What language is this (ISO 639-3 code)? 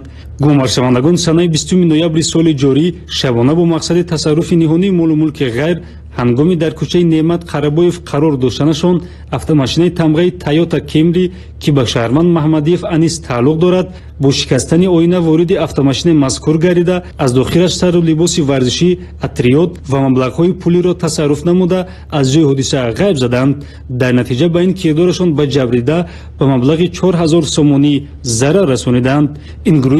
tgk